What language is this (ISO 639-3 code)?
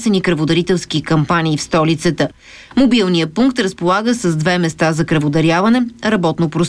bul